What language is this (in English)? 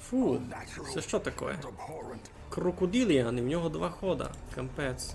Rusyn